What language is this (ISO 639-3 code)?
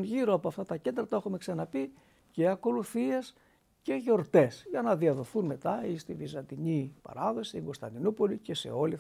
ell